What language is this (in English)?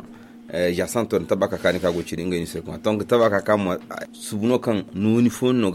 Zarma